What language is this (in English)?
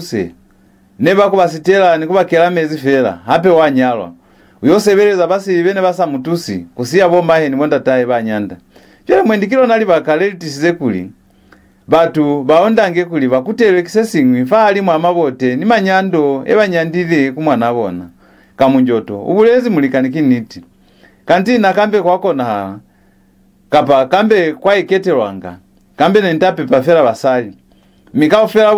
Lozi